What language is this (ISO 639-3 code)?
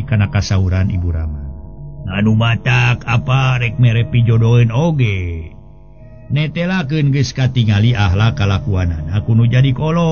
sun